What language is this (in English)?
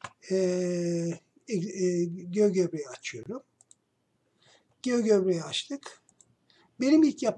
Turkish